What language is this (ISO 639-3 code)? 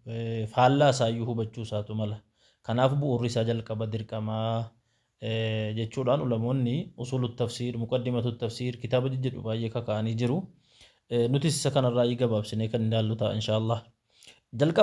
orm